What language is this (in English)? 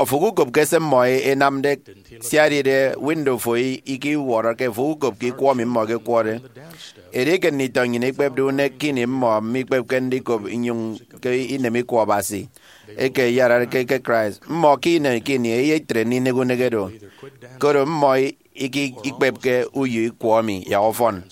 Efik